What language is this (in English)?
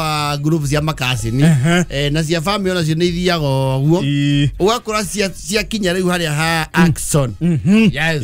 Kikuyu